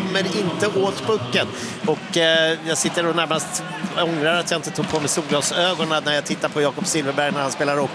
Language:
Swedish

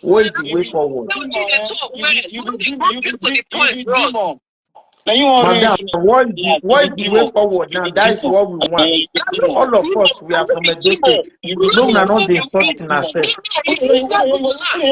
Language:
Nigerian Pidgin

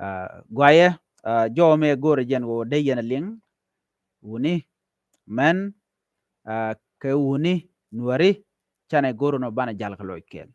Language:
Nuer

